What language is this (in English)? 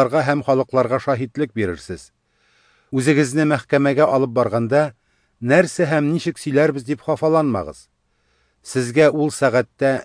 Tatar